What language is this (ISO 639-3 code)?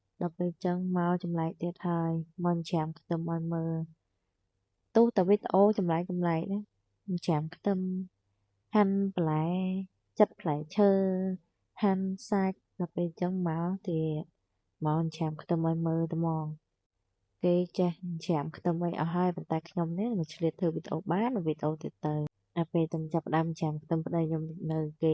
khm